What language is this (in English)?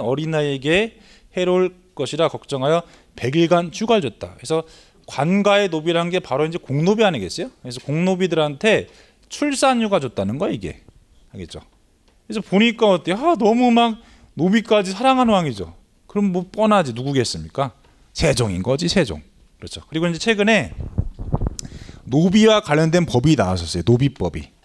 Korean